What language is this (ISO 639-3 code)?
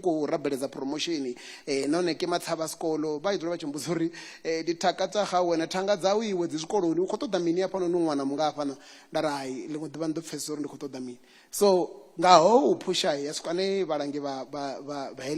ven